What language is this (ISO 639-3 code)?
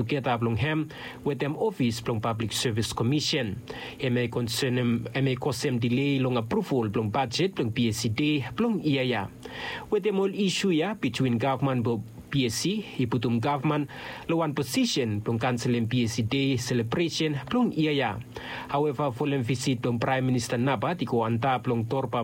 bis